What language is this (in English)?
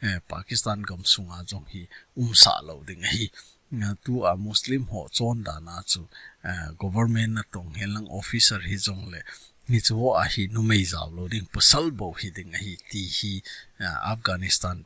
Thado Chin